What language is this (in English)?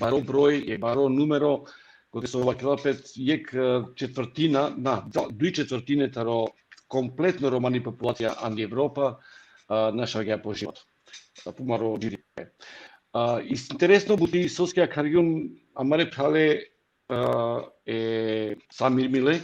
Balkan Romani